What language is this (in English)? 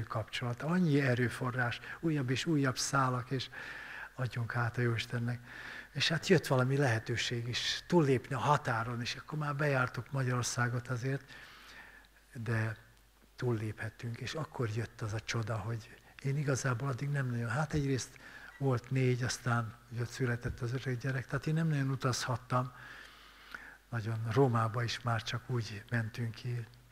Hungarian